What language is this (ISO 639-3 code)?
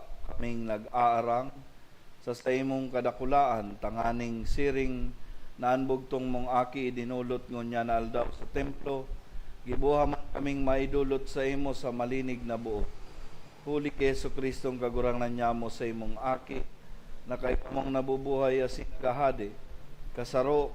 bik